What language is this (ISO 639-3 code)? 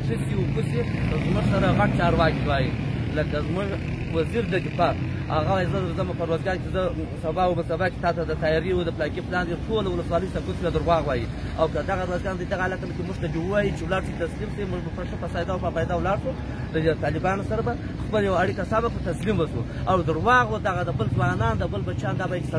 pus